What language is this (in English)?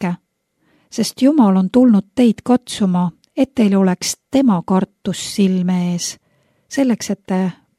Estonian